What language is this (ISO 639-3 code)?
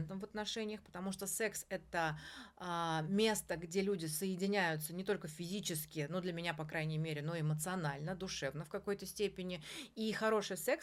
rus